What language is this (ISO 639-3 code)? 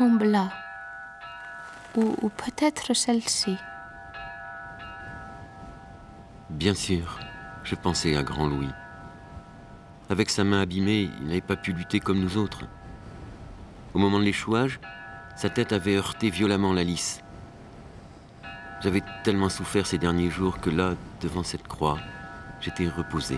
fra